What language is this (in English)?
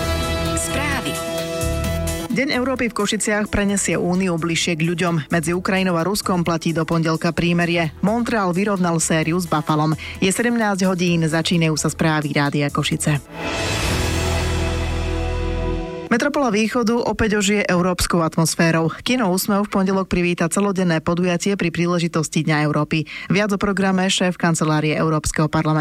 Slovak